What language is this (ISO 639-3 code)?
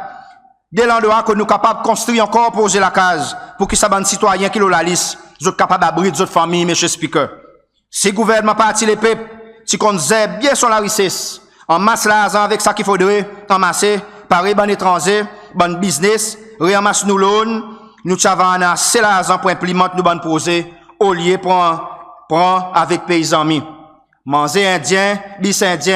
crs